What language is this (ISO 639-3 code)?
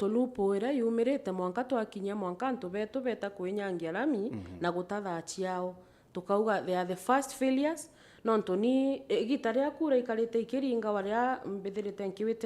mer